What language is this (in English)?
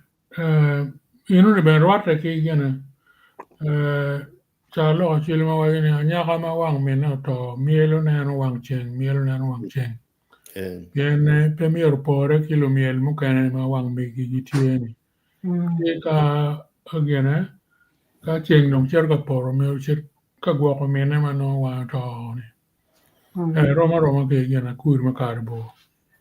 Acoli